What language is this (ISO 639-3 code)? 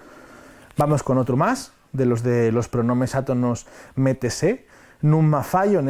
ast